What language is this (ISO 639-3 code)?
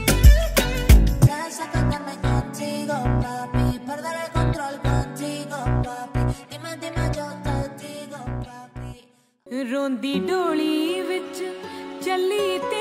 pan